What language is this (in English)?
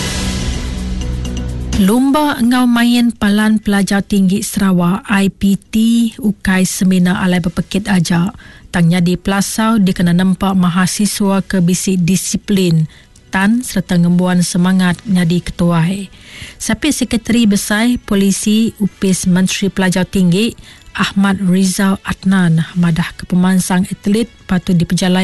Iban